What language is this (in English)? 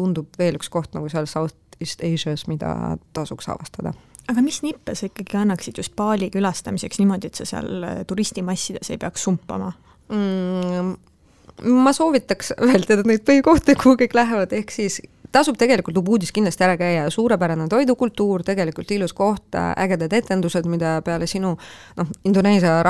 Estonian